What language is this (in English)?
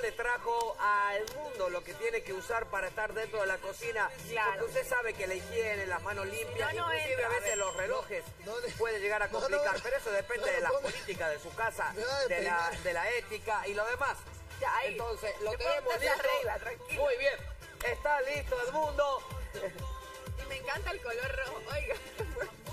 Spanish